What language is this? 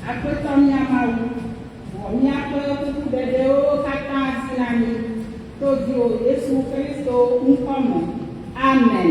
Ewe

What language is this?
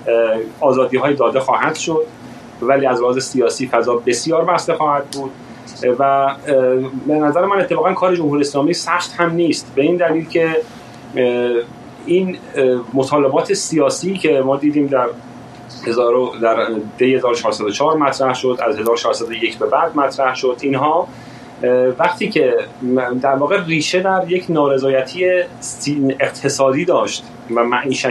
Persian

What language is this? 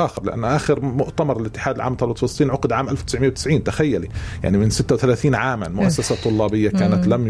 North Levantine Arabic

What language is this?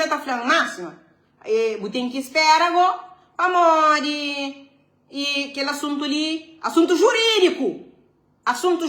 Kabuverdianu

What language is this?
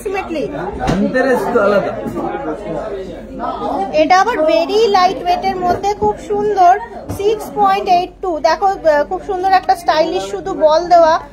Bangla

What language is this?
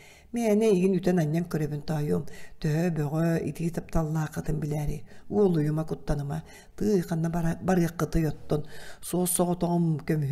Yakut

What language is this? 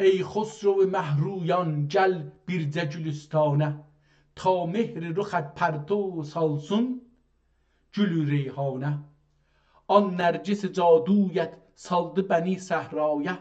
South Azerbaijani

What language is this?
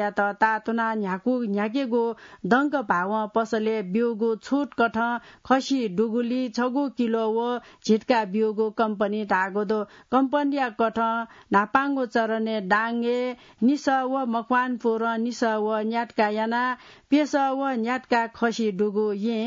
Newari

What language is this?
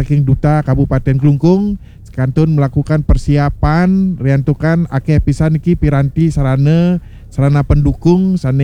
Balinese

